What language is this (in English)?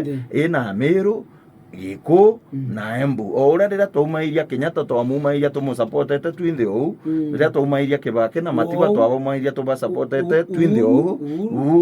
Meru